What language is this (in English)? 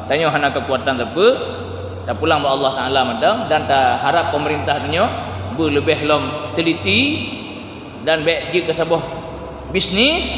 Achinese